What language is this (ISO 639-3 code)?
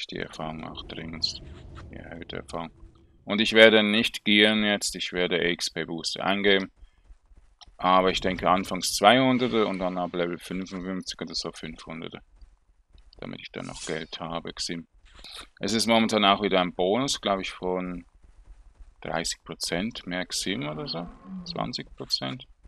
deu